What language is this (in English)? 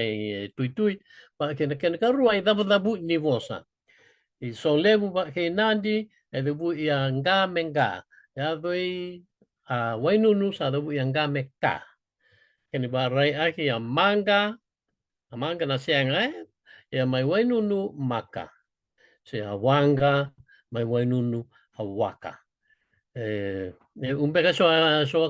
Fijian